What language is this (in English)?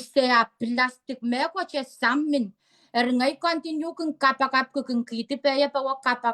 Pohnpeian